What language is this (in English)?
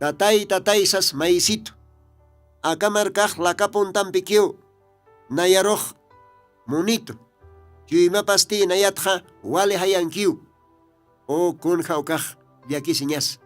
Aymara